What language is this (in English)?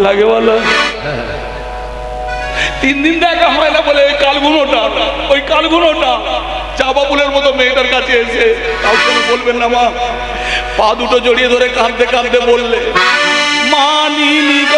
Bangla